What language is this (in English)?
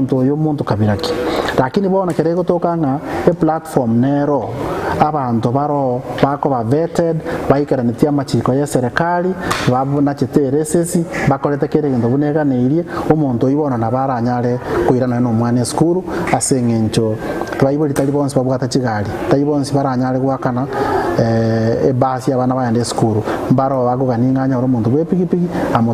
Gusii